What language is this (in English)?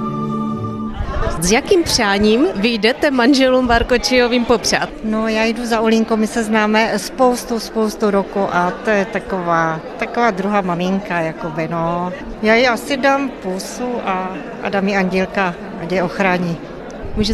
Czech